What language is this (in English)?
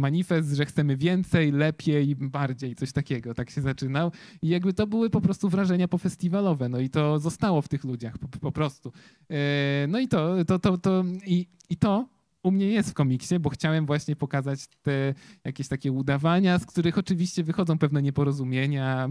Polish